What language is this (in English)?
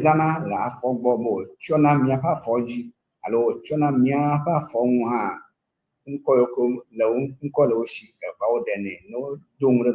Ewe